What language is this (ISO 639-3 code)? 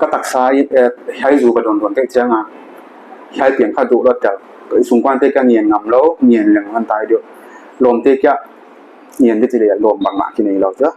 pck